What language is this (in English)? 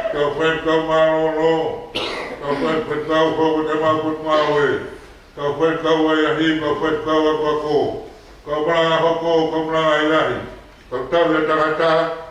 Tongan